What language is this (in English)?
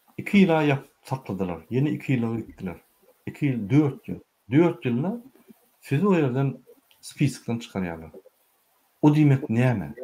Turkmen